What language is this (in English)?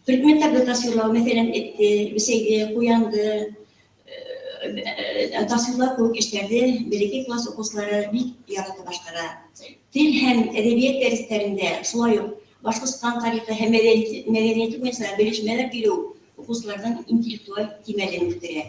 Bashkir